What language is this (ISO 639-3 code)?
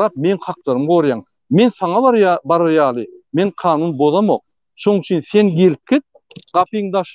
tuk